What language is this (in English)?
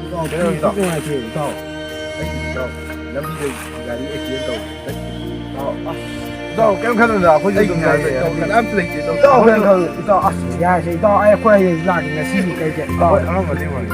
Manipuri